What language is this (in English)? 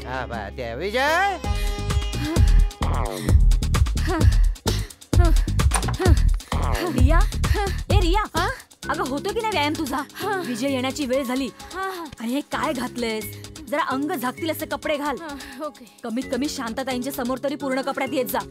Marathi